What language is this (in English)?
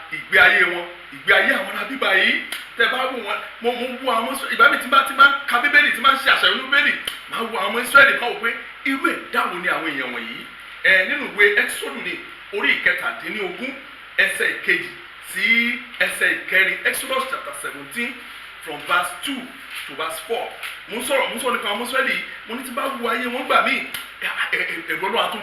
Yoruba